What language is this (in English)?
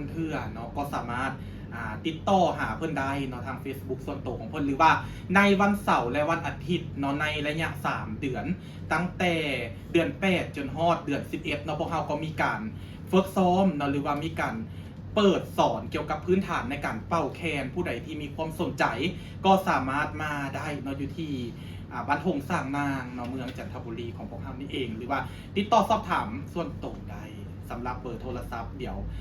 Lao